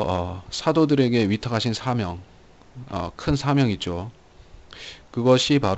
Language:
Korean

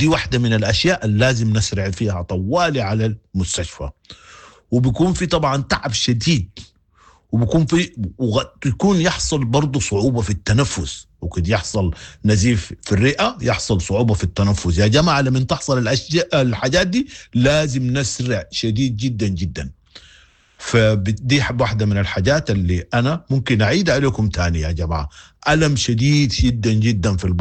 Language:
Sudanese Arabic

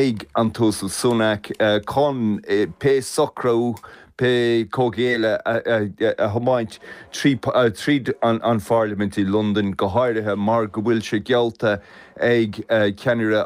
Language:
Irish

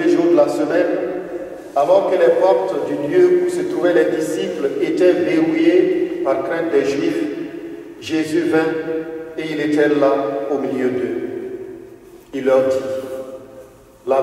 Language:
French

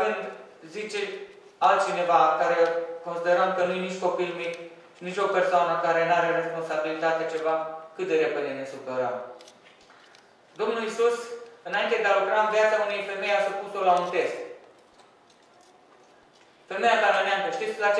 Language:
Romanian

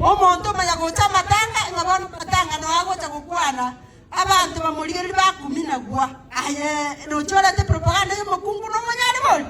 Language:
Gusii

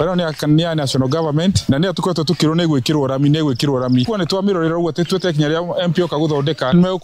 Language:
Kikuyu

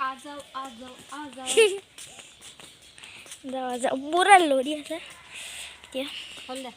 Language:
Assamese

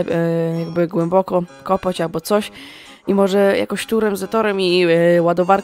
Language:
Polish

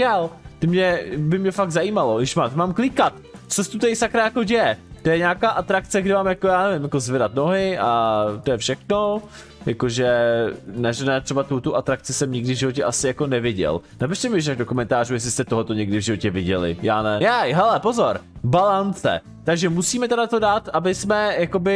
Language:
Czech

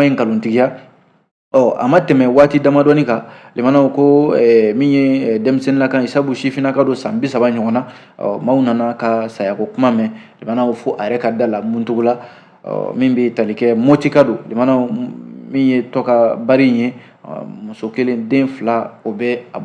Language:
Bambara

